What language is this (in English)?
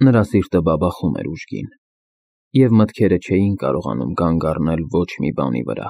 Armenian